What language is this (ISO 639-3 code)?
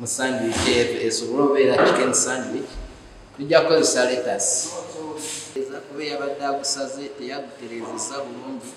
lug